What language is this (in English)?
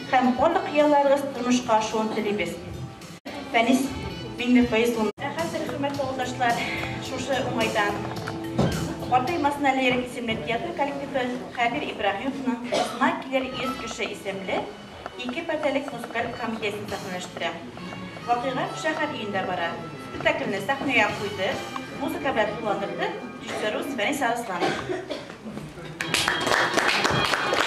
Tatar